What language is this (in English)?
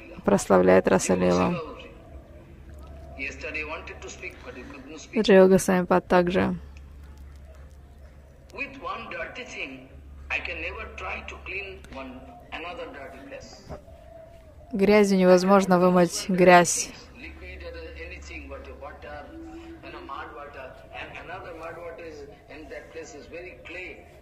Russian